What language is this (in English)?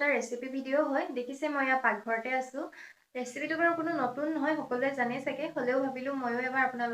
Assamese